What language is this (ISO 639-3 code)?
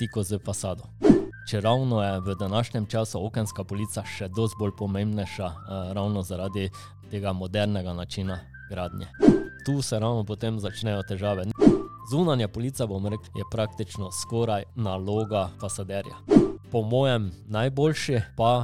slv